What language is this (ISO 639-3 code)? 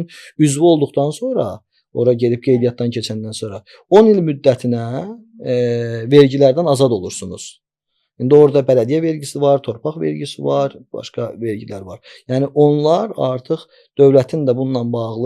aze